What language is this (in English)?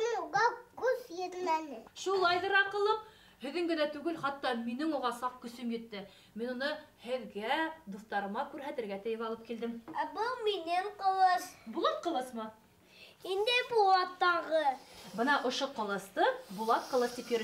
Bashkir